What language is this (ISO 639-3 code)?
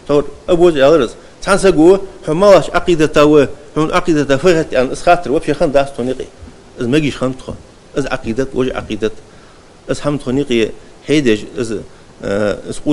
inh